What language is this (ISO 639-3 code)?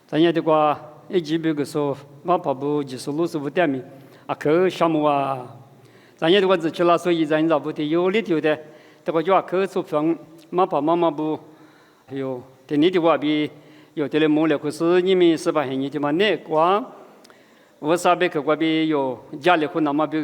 lis